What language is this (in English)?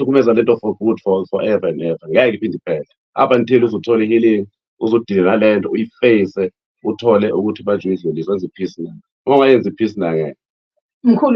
Zulu